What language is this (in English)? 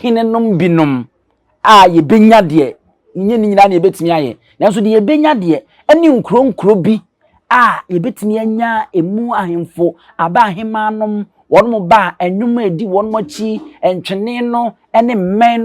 Akan